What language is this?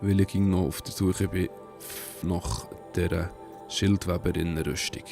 Swiss German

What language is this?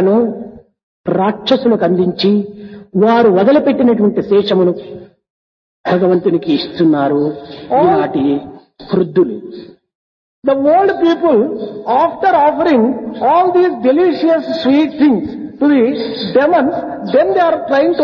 Telugu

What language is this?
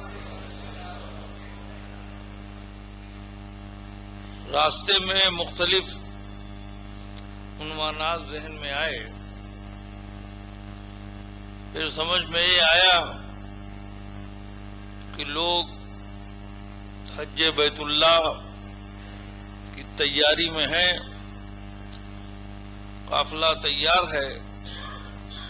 Urdu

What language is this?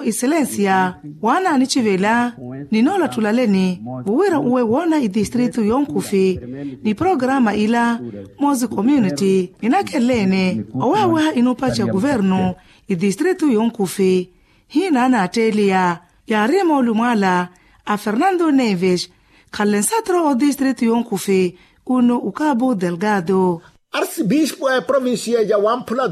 Makhuwa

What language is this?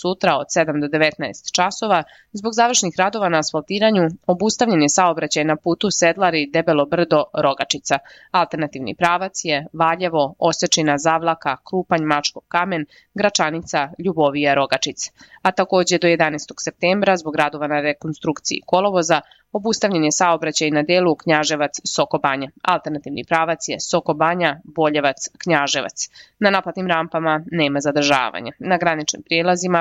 Serbian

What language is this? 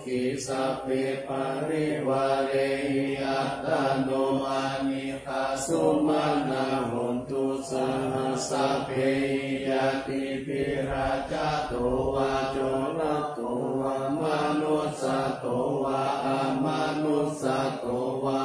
Pali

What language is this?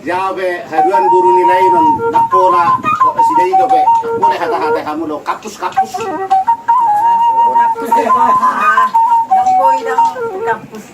Batak Toba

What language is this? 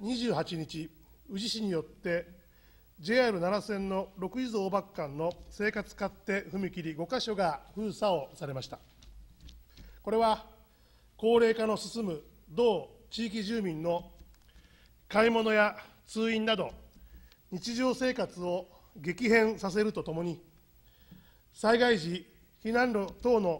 Japanese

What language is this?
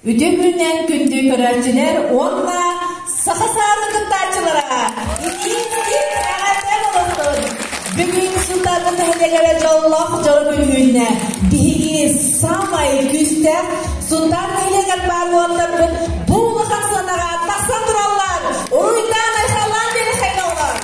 Yakut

